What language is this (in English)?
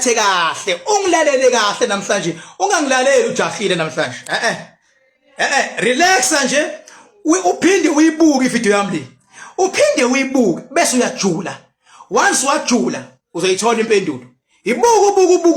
Zulu